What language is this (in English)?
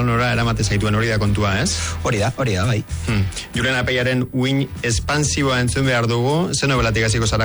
Basque